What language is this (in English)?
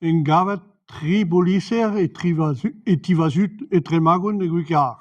Breton